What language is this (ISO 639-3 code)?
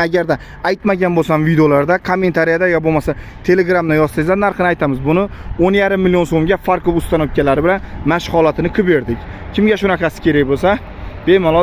uzb